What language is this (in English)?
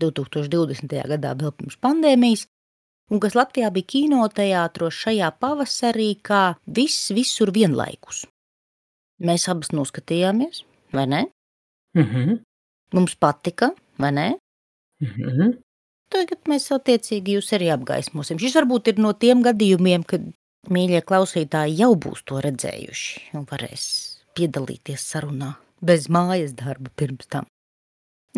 Latvian